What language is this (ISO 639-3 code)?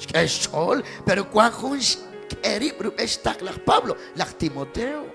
kek